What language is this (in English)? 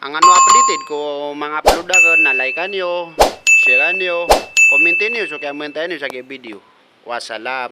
Maranao